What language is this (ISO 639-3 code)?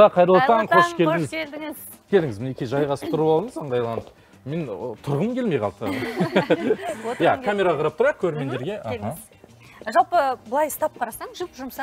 kaz